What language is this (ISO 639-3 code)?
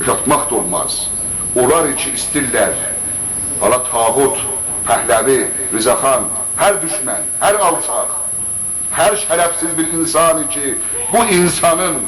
azb